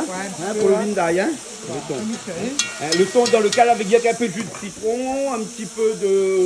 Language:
Réunion Creole French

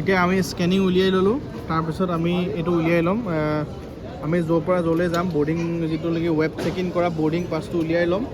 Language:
Assamese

